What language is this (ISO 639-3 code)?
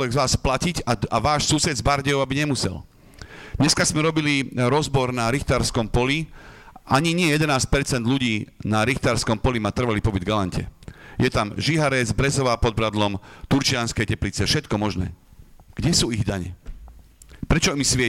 slk